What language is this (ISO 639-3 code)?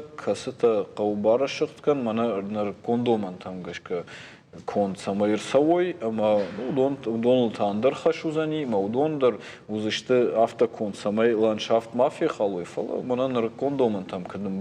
oss